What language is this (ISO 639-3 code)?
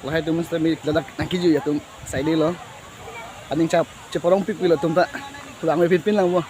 mjw